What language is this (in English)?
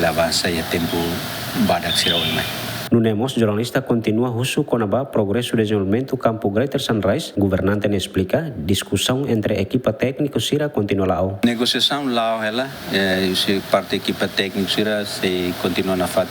Tetum